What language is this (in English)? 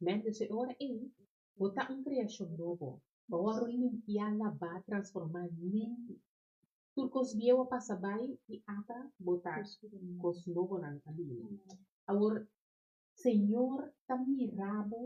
Papiamento